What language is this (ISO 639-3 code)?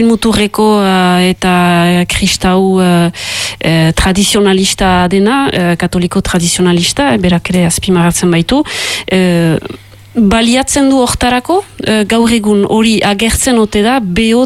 eus